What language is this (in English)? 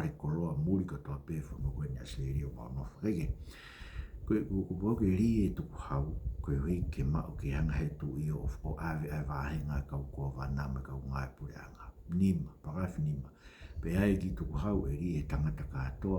Tongan